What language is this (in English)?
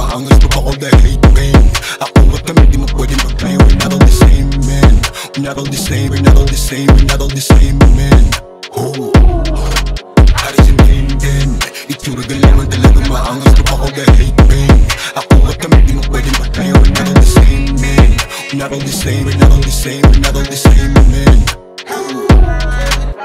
Filipino